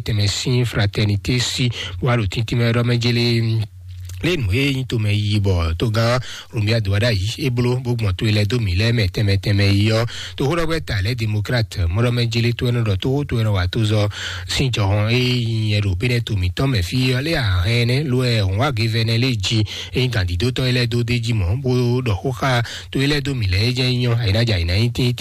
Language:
Fon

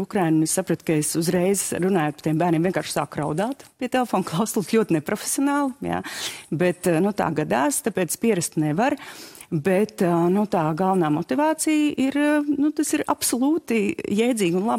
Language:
Latvian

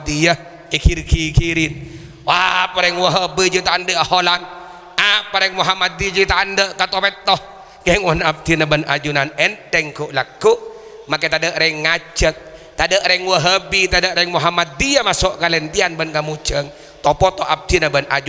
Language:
Madurese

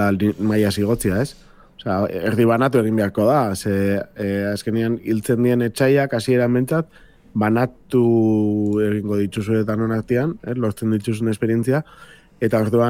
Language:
Basque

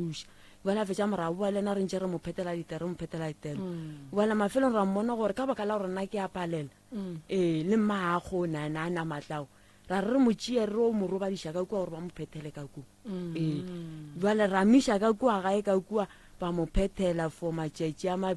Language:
Northern Sotho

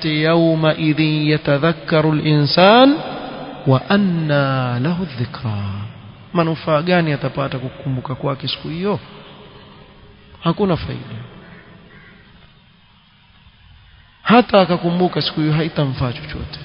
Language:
Swahili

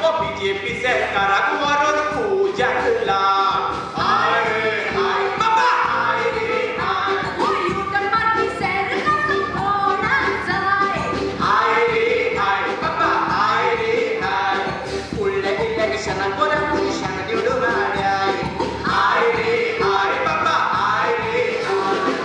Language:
Konkani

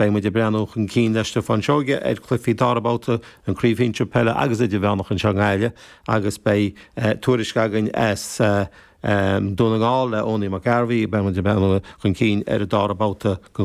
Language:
Irish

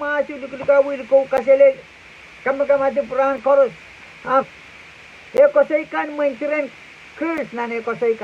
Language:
Pohnpeian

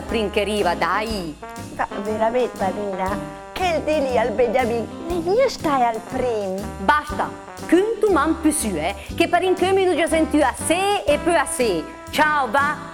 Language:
Lombard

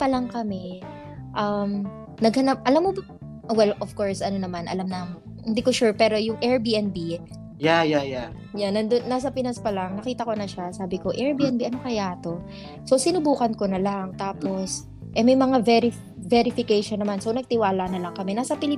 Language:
Filipino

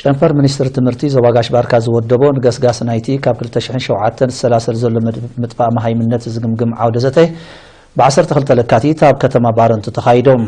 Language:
Tigrinya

